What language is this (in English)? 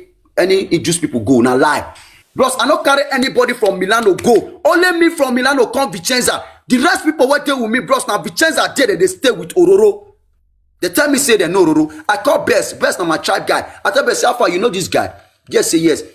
Nigerian Pidgin